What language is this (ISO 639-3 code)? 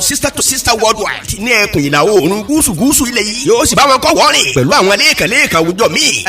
yor